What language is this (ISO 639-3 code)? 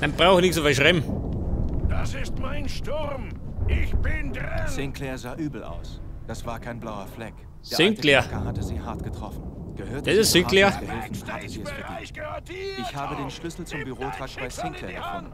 bar